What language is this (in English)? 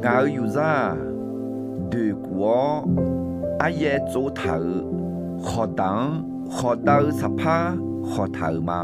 Akha